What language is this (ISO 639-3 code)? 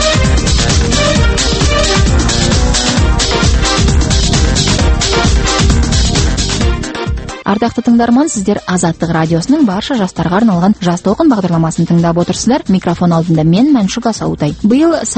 kaz